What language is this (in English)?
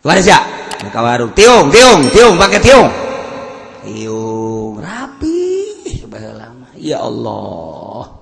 Sundanese